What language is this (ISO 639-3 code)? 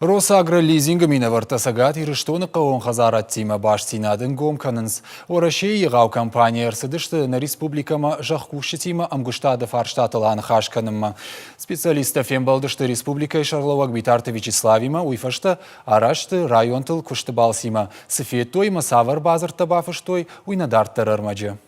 oss